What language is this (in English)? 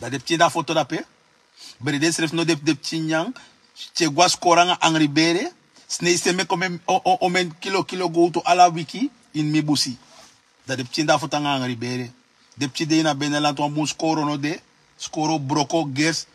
Sranan Tongo